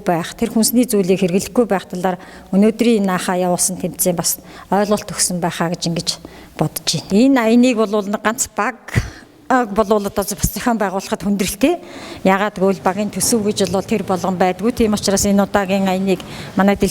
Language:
Mongolian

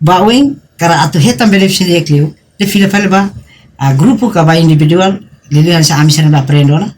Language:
Tetum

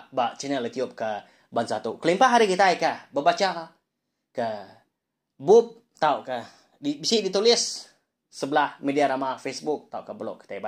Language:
Iban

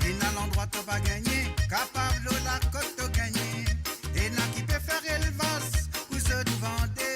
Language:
Morisyen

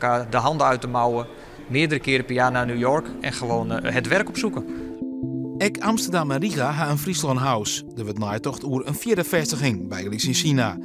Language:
Western Frisian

